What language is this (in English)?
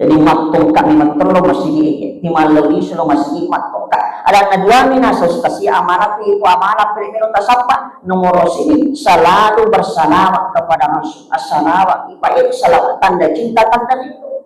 Buginese